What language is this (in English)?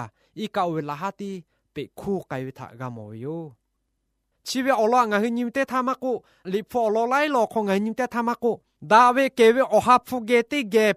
Lahu